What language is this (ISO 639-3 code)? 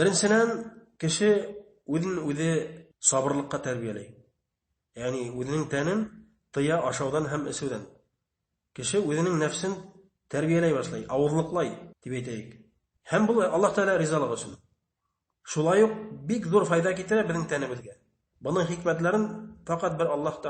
bak